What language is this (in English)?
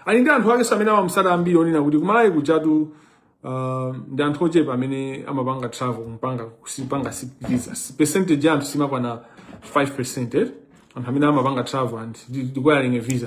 Nyanja